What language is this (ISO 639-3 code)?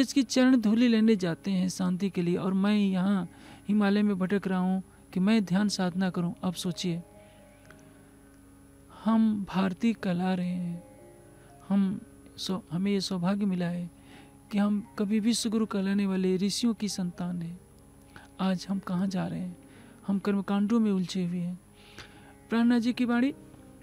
hin